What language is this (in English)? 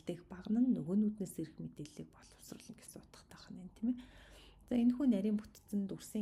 Mongolian